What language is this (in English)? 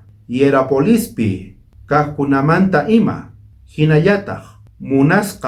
South Bolivian Quechua